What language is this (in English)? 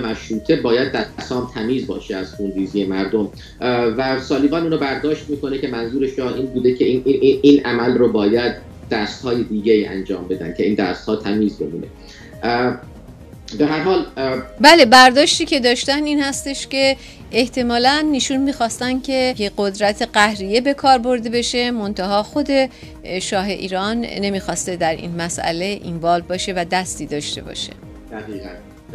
Persian